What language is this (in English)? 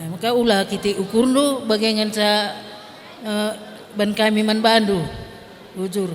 Batak Karo